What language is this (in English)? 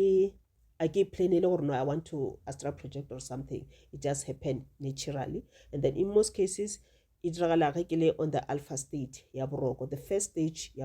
Northern Sotho